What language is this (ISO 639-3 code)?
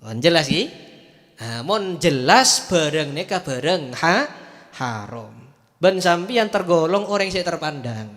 mad